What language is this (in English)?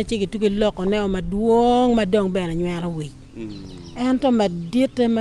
Acoli